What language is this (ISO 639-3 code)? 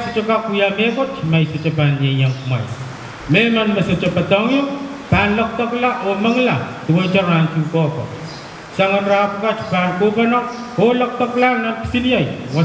pon